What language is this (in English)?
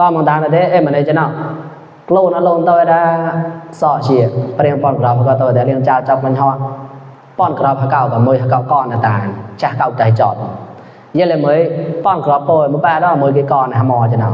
Mon